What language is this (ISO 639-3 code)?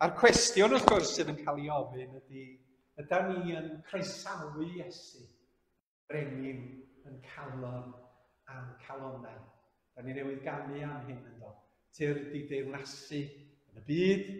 cym